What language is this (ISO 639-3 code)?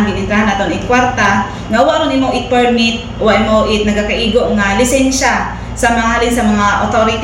akl